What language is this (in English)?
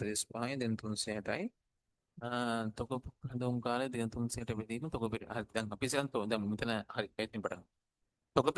Sinhala